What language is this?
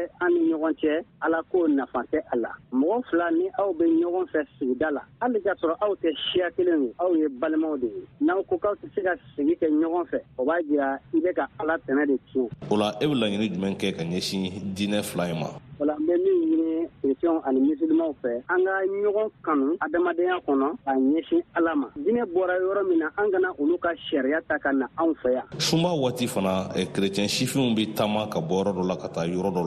Bambara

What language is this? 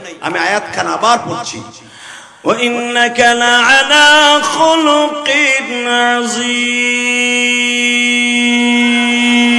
Bangla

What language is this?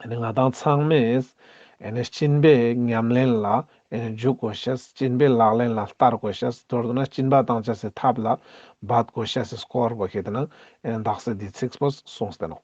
Ladakhi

